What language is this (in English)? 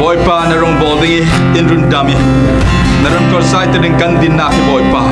Falam Chin